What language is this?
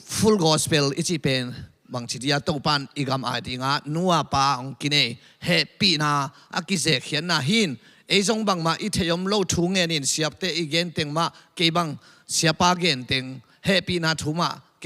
Tedim Chin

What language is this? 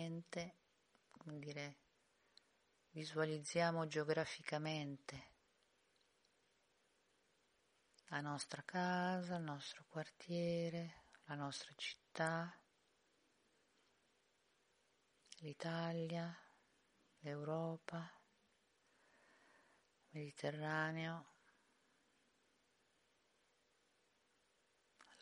Italian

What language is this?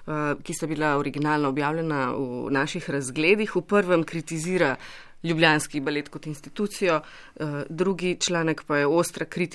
Slovenian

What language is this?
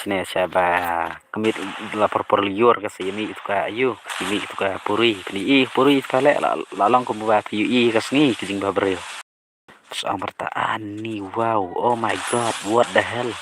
Khasi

